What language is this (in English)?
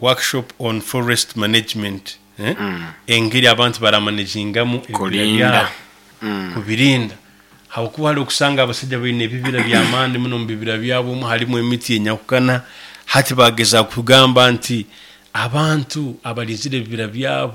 Nyoro